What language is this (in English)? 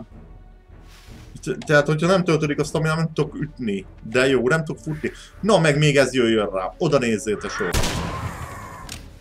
Hungarian